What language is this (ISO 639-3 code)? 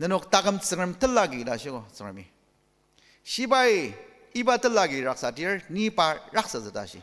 njo